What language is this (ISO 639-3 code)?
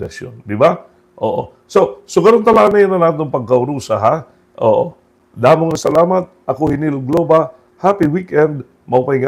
war